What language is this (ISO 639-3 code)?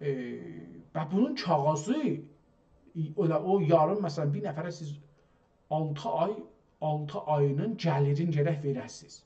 azb